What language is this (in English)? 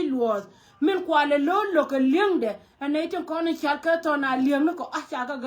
Nuer